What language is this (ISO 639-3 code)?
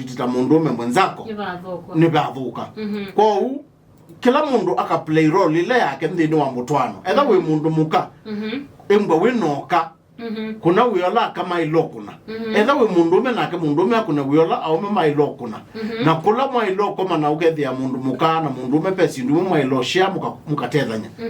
kam